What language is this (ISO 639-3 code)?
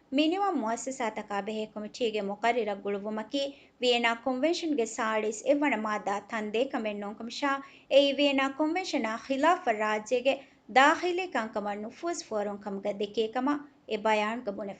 div